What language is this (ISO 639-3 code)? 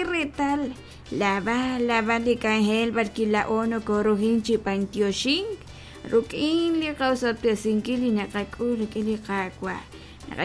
kek